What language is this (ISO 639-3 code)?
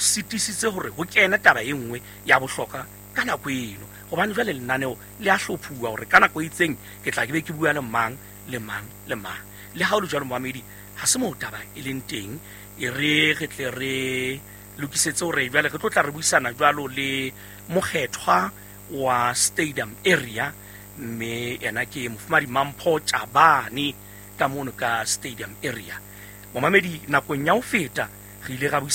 sot